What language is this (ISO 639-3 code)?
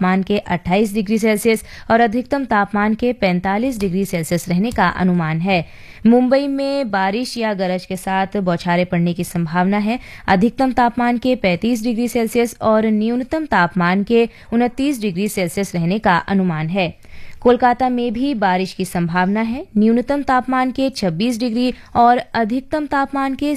hin